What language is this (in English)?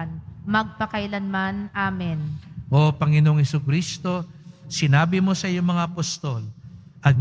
Filipino